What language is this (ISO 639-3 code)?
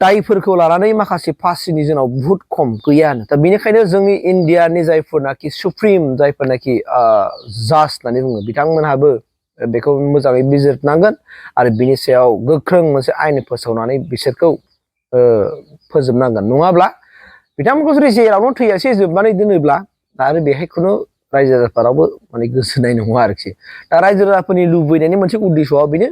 brx